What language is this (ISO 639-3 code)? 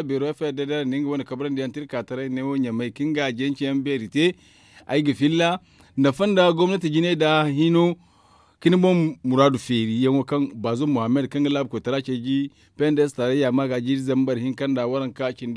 dje